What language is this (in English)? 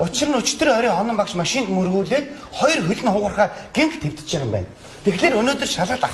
Mongolian